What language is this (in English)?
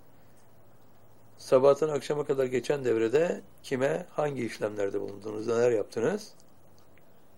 Turkish